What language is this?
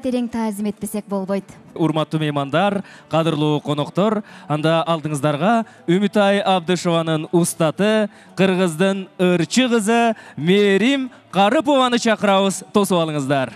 Kyrgyz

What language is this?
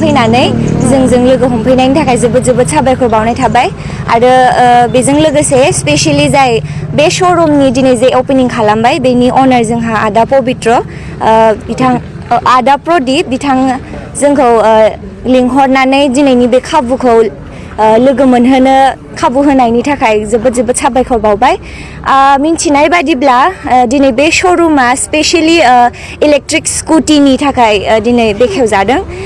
Bodo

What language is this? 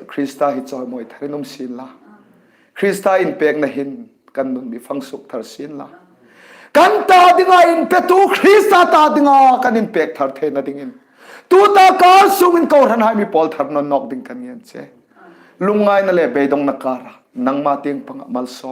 Hmar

